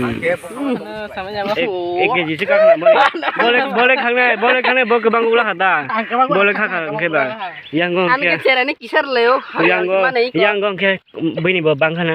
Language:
Kok Borok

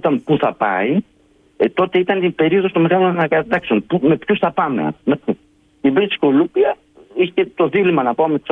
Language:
Greek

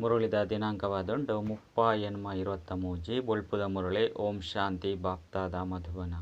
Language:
Tulu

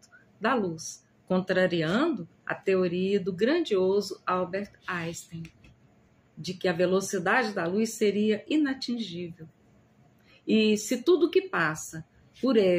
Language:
Portuguese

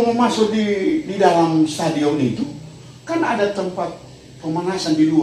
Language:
Manado Malay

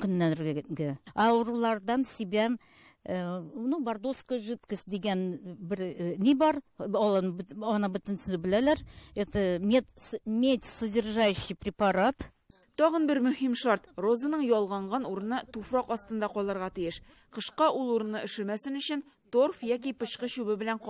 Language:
Tatar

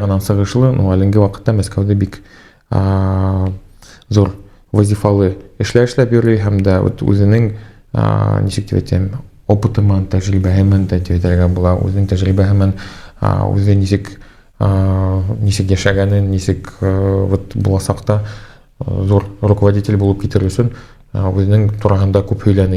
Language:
Bashkir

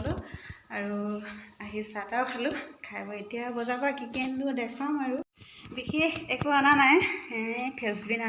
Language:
Assamese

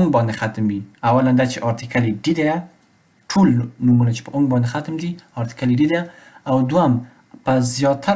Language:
Pashto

